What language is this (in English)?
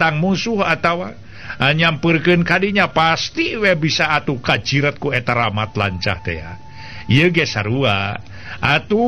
Sundanese